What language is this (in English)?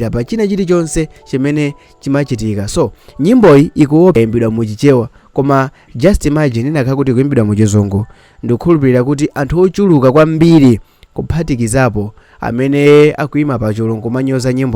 Nyanja